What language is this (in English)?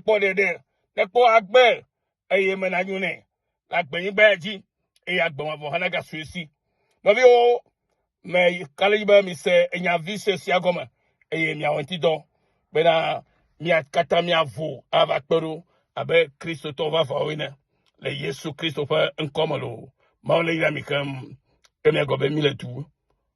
Ewe